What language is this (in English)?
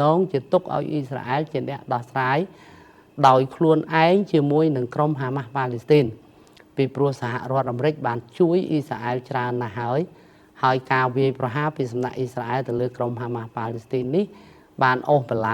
Khmer